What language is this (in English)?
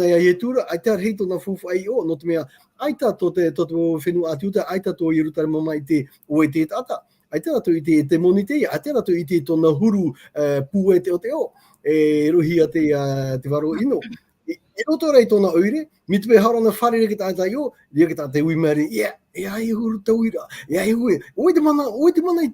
Tahitian